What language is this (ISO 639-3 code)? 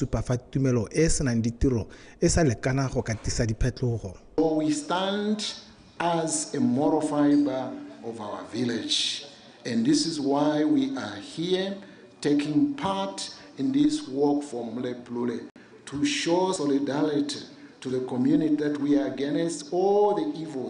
tsn